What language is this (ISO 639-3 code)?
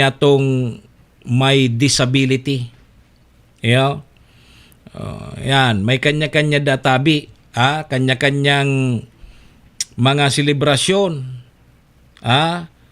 bik